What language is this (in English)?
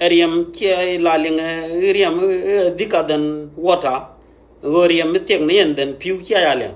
Nuer